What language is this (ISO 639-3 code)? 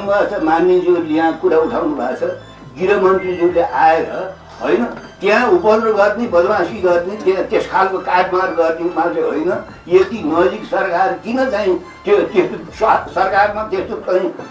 nep